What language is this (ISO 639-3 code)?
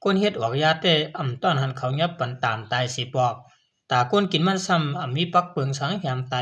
shn